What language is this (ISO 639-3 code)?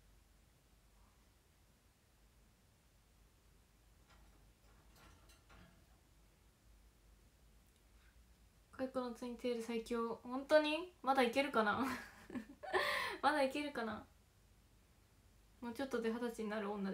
jpn